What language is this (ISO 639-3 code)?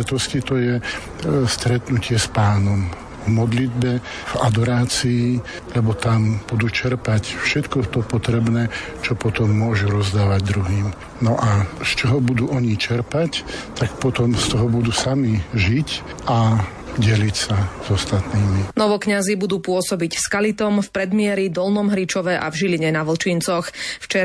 slk